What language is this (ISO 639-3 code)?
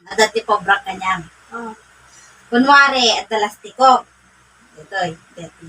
ilo